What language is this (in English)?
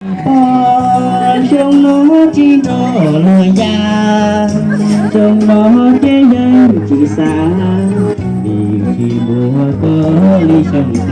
Hmong